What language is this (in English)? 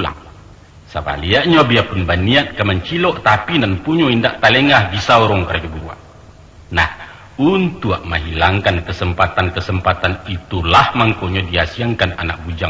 Minangkabau